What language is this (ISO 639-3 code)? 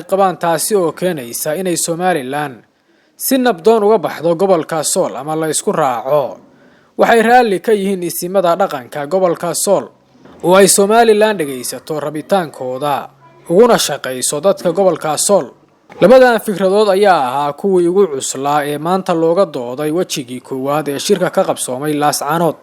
som